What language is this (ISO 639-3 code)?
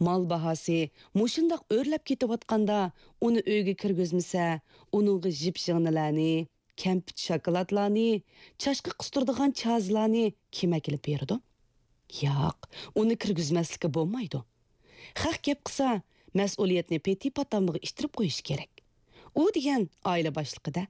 uig